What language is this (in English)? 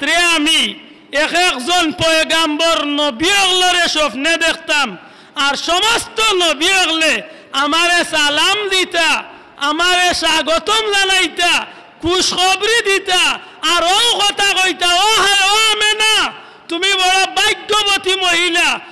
Sylheti